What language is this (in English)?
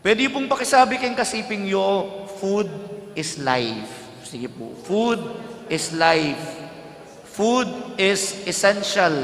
Pampanga